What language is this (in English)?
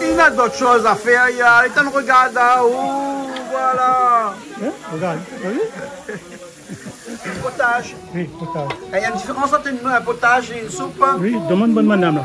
Réunion Creole French